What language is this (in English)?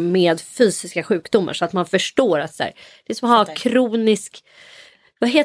Swedish